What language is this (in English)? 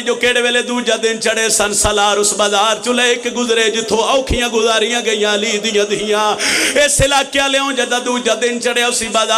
Pahari-Potwari